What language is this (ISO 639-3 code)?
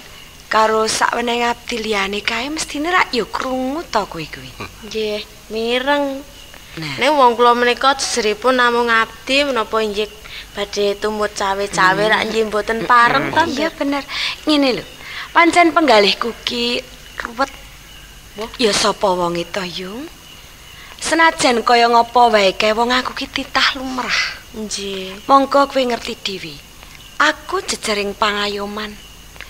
jav